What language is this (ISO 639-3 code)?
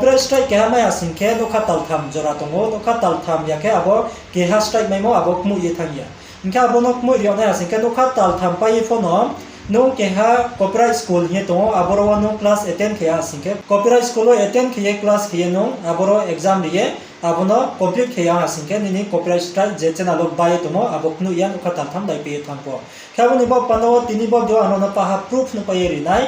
ria